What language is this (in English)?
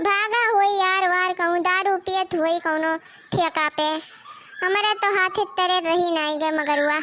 Awadhi